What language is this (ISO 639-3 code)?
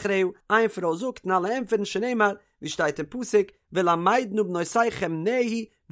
yid